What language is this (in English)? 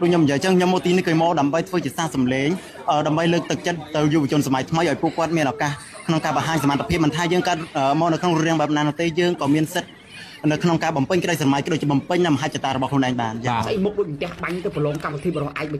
Khmer